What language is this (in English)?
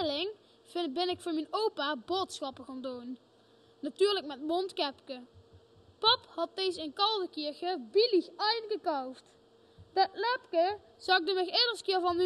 Limburgish